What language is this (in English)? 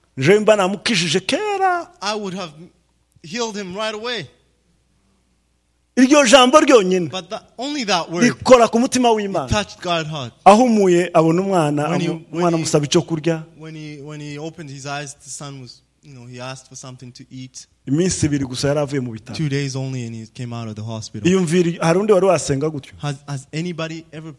Rundi